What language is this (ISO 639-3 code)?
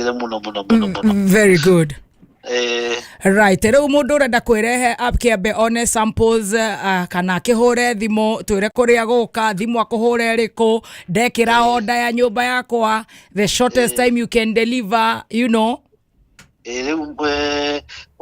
kik